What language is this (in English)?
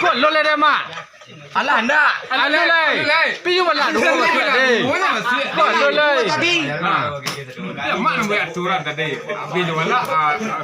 Minangkabau